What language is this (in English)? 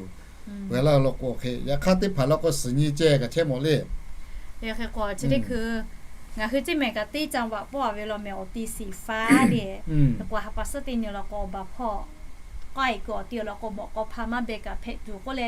Lahu